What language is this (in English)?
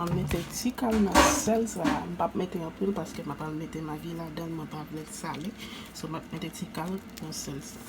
Haitian Creole